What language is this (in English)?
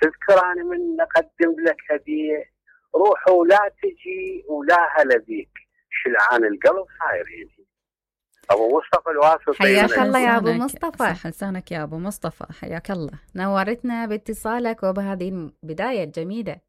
Mesopotamian Arabic